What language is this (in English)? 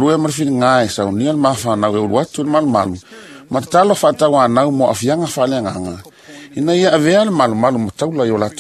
Samoan